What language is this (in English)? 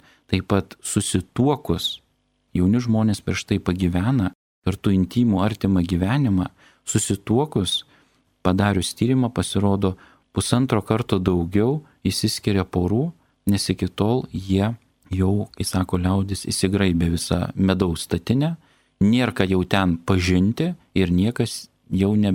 Lithuanian